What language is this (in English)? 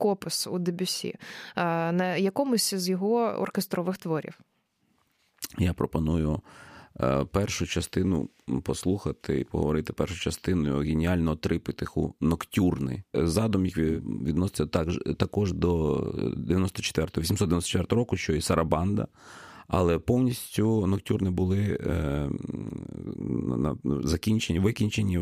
Ukrainian